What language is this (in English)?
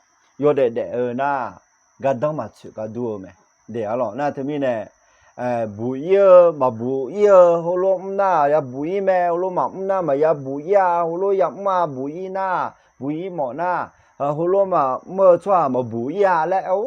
Akha